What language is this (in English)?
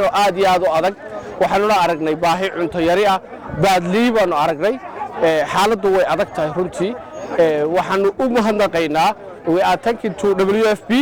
Somali